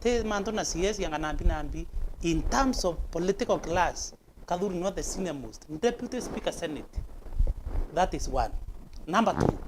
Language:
Meru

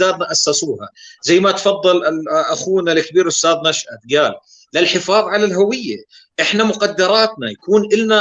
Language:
North Levantine Arabic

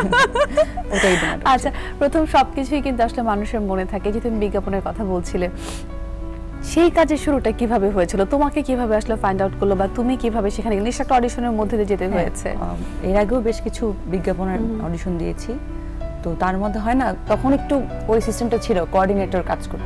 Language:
Bangla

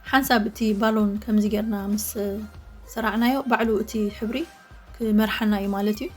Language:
Tigrinya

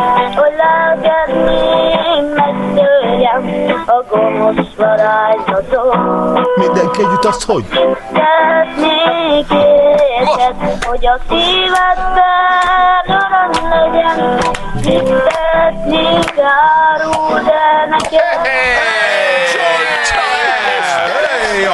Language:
Hungarian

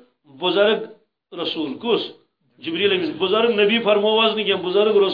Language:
Kashmiri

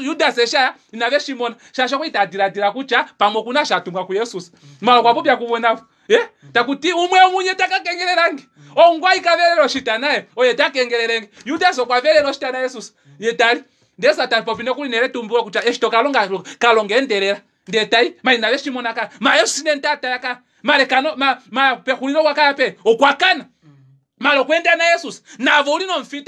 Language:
Kuanyama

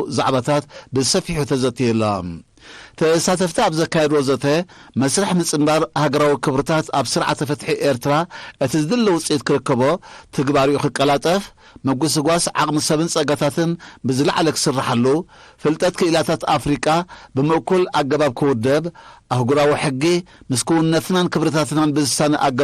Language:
Tigrinya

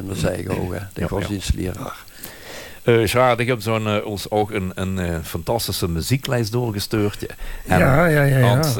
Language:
Dutch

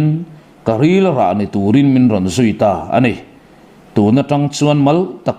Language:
Mizo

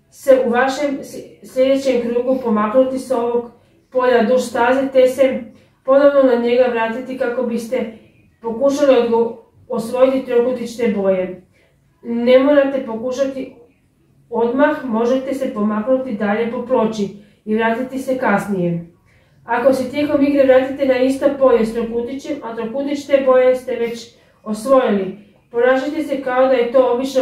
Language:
Croatian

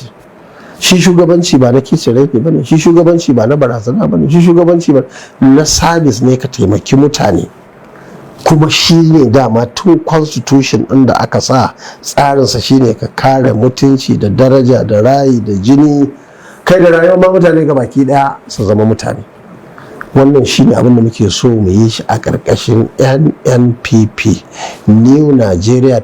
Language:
Hausa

